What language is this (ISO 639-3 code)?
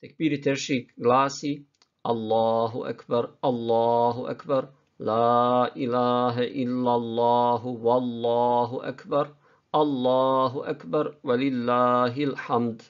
bos